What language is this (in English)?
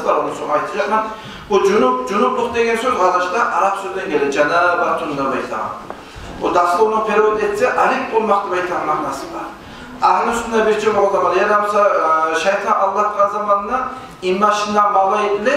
Kumyk